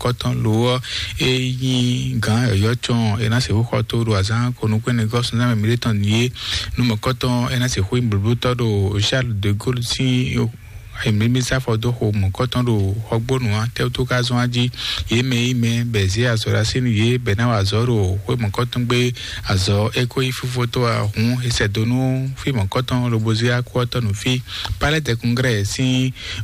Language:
Fon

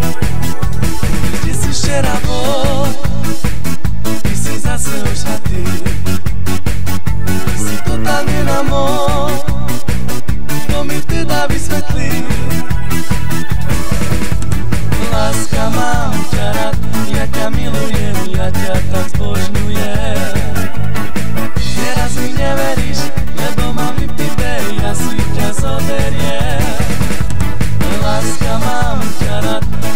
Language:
Slovak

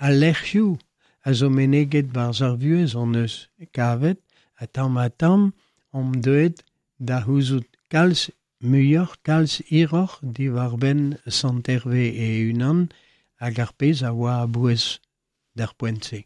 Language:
Breton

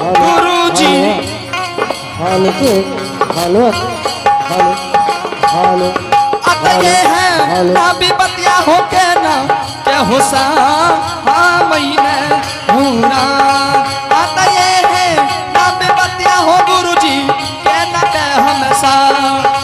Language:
Angika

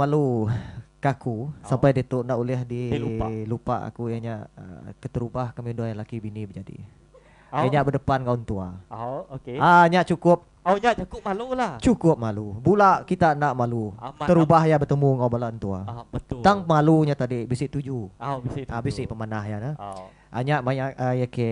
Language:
Iban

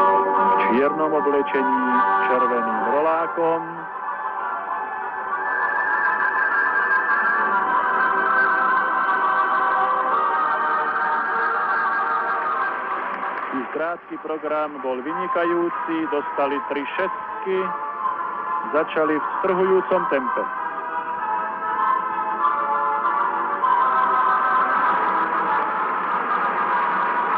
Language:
Slovak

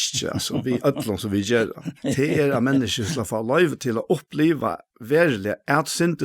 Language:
Faroese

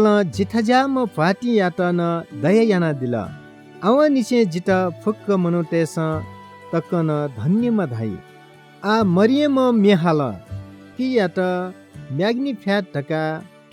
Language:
Newari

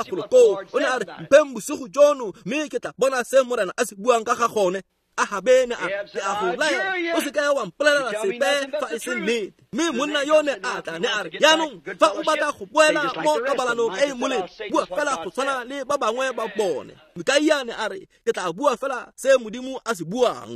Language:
Tswana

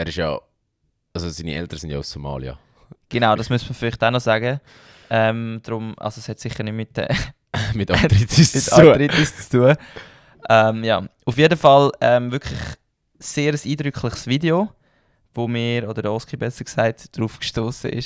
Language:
Swiss German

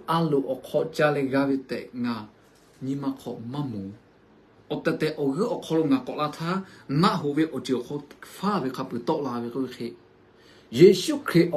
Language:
Lahu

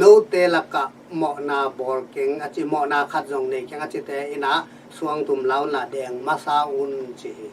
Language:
Tedim Chin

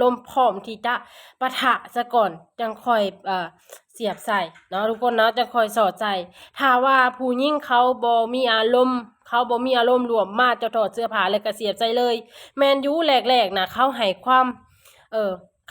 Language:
Lao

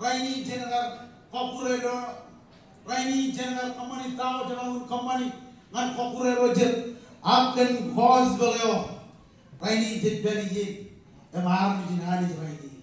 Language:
Marshallese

